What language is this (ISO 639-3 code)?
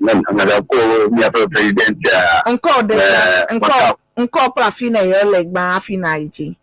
ewe